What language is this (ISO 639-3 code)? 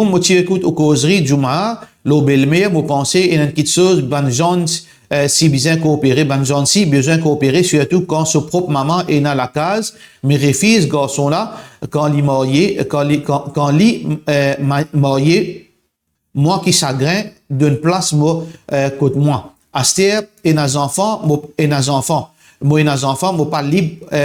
mfe